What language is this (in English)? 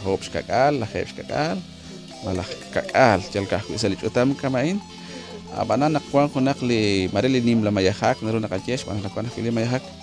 Kekchí